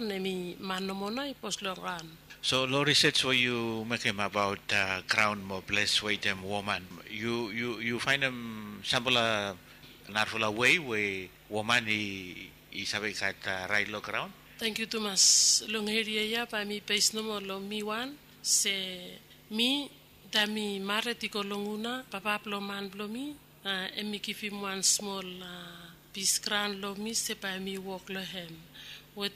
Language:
Bislama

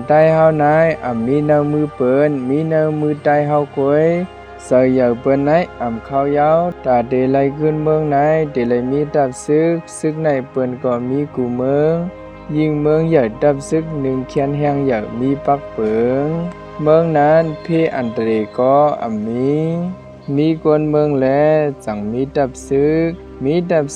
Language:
Shan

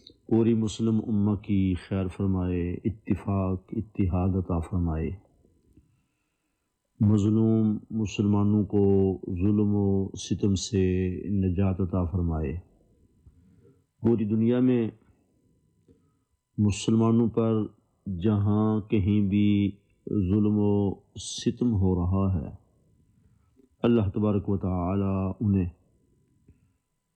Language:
Urdu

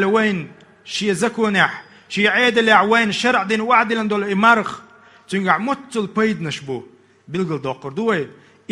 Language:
Chechen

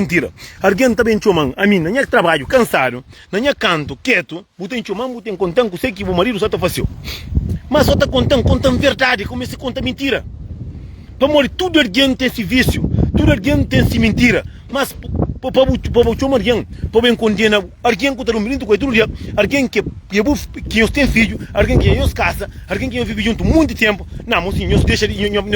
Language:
Kabuverdianu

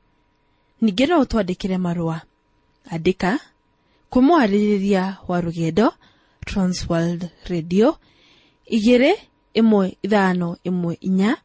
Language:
Kikuyu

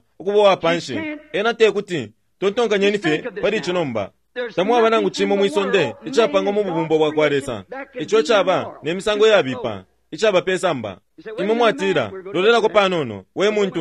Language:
Bemba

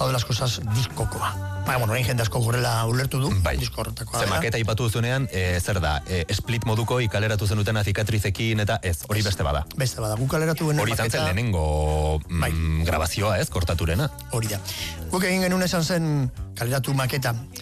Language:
Basque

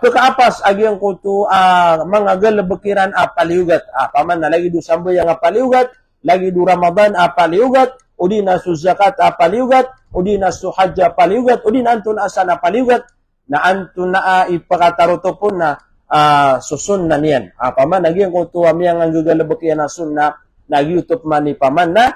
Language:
Maranao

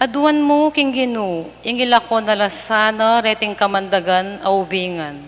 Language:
Pampanga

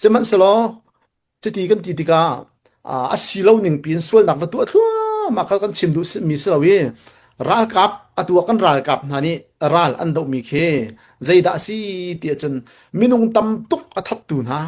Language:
Hakha Chin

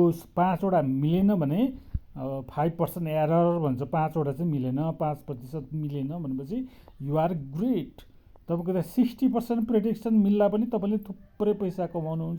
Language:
Nepali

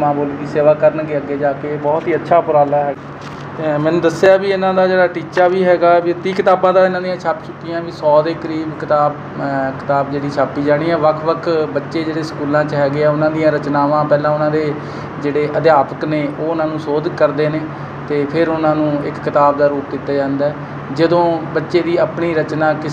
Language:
Punjabi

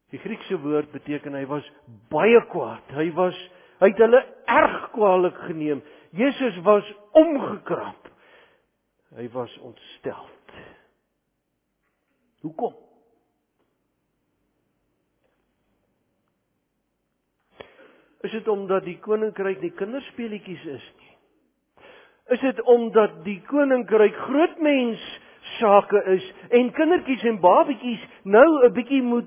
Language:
Afrikaans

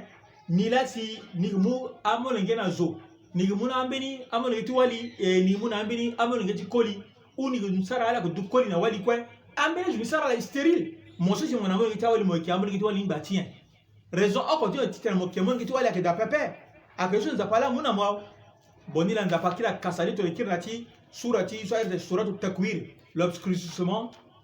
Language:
Sango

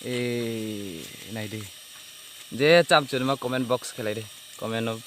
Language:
Riang (India)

